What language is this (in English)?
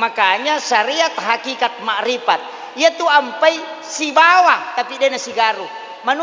Buginese